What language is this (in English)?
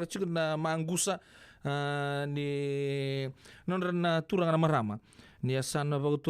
Fijian